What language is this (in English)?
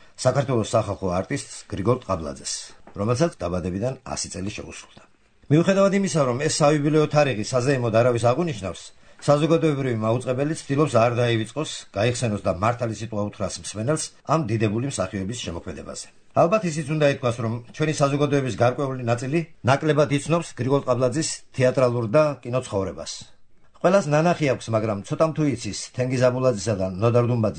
Georgian